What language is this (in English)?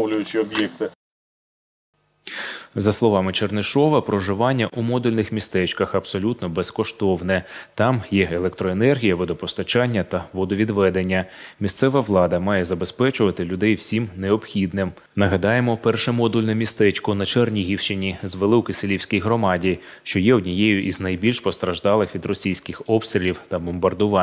Ukrainian